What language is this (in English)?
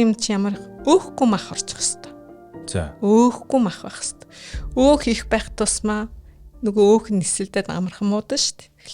Mongolian